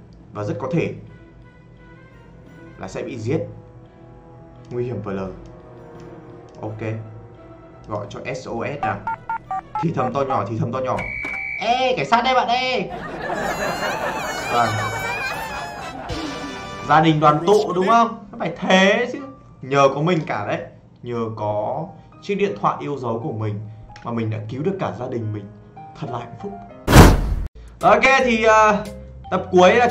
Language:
Vietnamese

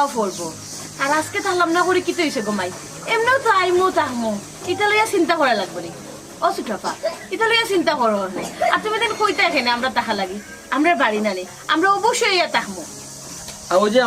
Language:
Sylheti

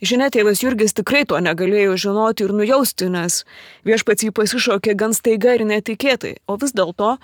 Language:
Lithuanian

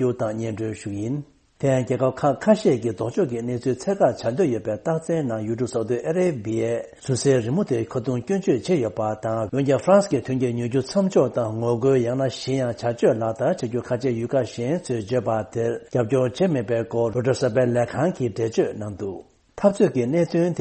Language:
Tibetan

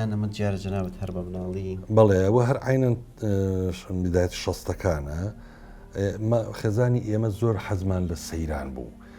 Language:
Central Kurdish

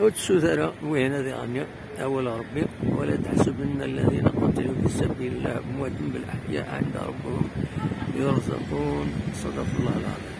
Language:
Kabyle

